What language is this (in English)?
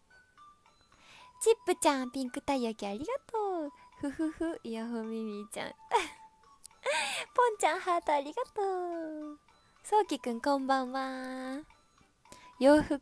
Japanese